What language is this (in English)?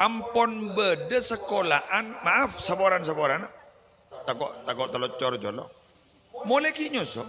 Madurese